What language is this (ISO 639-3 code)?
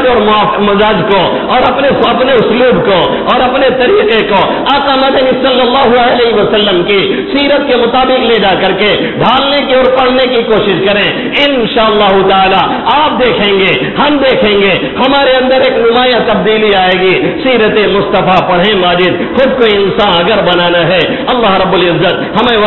urd